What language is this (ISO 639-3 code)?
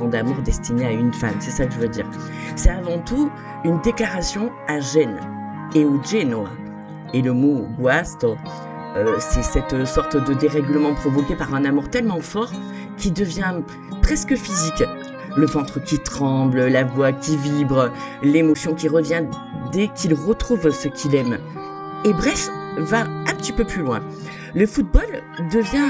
fra